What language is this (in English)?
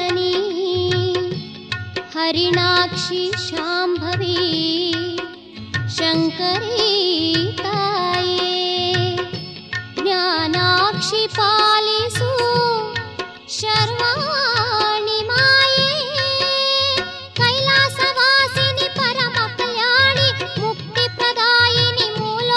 Kannada